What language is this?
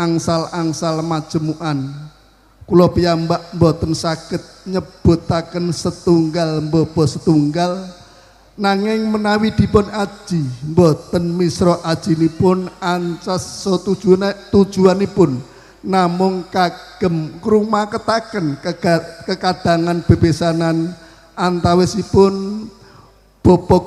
Javanese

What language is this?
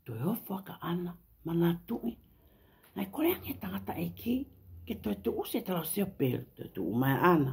Tongan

